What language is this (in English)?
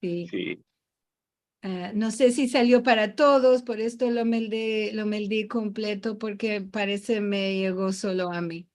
Ladino